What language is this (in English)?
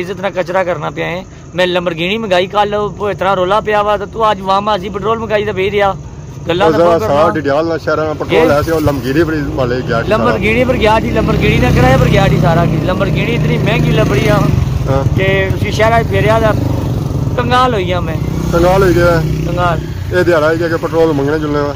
Pahari-Potwari